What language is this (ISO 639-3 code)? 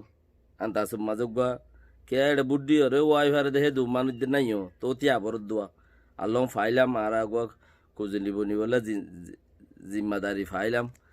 rhg